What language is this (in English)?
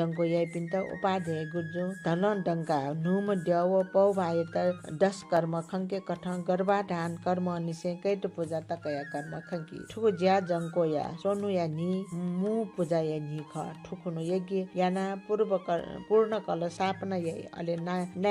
Newari